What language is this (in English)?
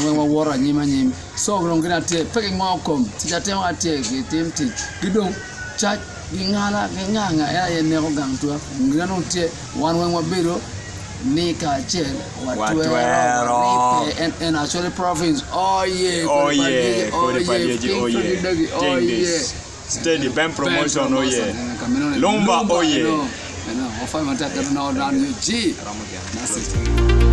Acoli